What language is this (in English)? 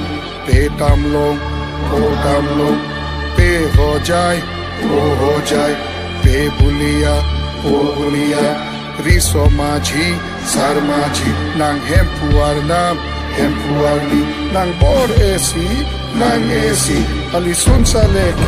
Karbi